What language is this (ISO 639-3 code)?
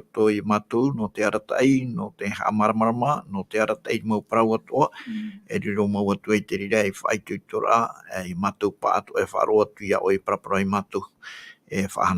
tah